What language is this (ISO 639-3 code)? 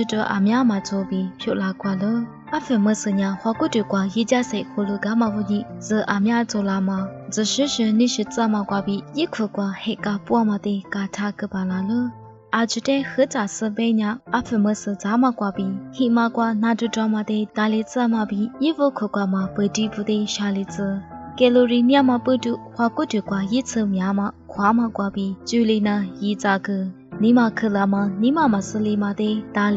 lis